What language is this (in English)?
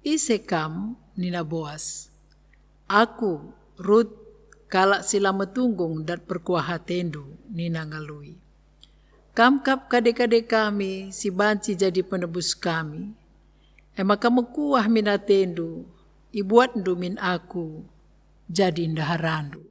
Batak Karo